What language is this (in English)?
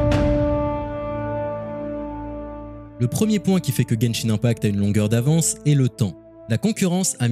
French